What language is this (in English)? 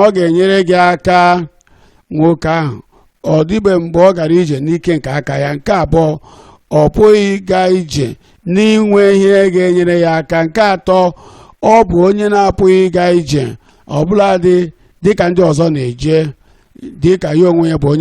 Igbo